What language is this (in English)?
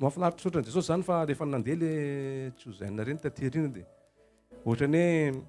Malagasy